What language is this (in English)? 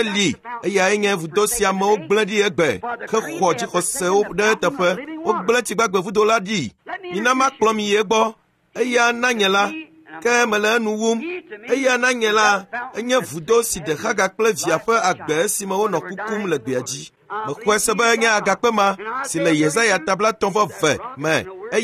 Ewe